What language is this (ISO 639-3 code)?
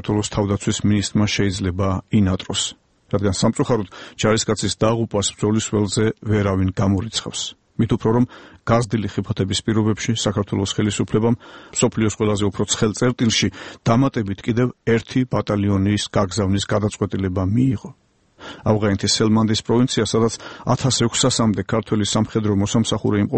kat